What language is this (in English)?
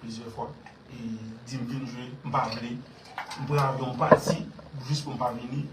Haitian Creole